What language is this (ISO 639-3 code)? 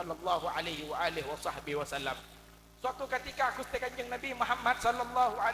mad